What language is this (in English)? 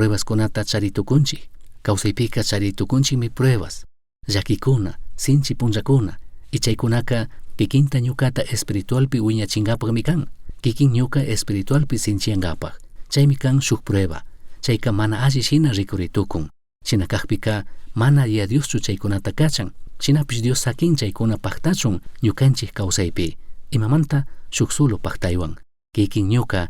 Chimborazo Highland Quichua